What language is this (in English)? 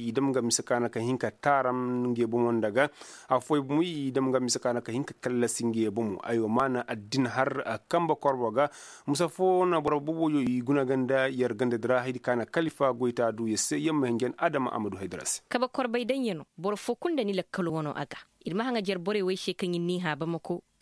Koyraboro Senni